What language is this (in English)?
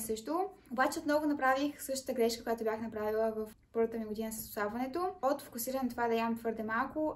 Bulgarian